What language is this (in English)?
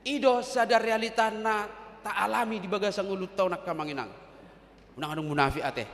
Batak Toba